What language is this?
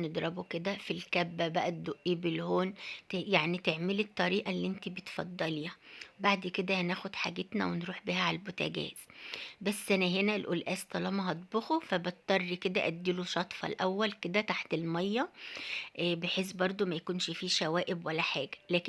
Egyptian Arabic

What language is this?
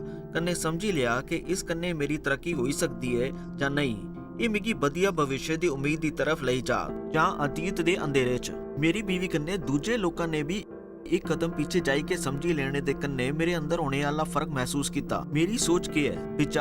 Dogri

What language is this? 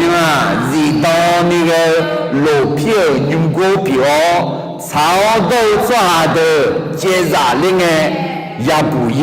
Akha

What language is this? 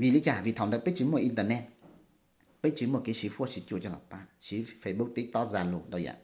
Hmong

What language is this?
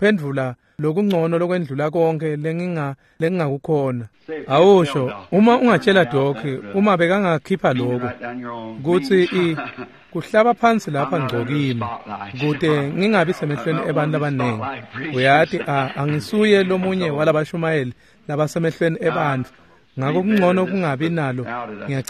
Swati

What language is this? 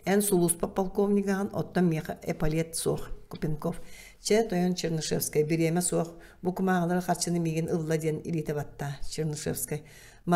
Yakut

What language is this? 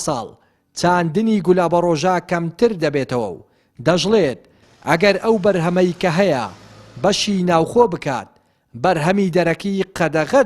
Central Kurdish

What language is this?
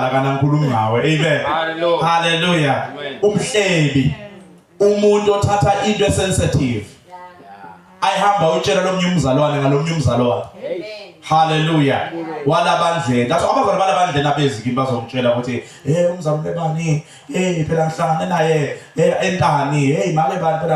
Zulu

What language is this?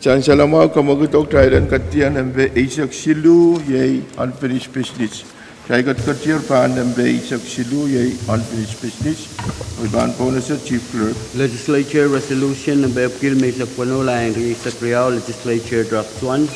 Pohnpeian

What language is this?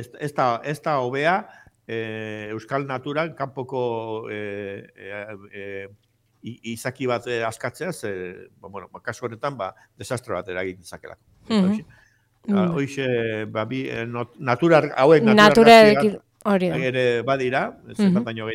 Basque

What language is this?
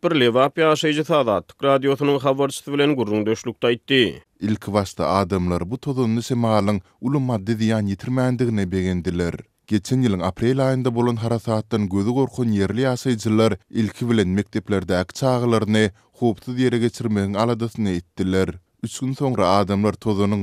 Turkmen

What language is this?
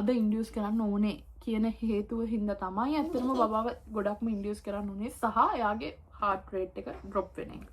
Sinhala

